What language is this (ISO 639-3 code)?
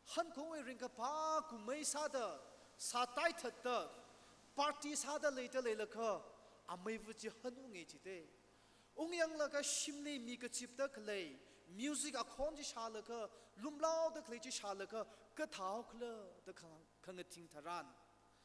nmf